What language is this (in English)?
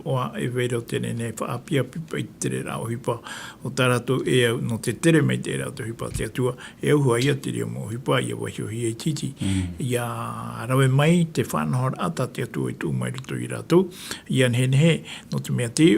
Tahitian